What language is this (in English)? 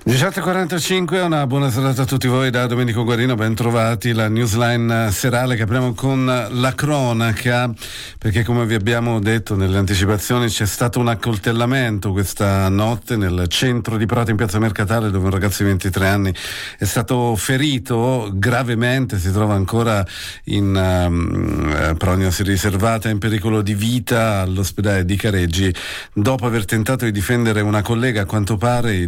Italian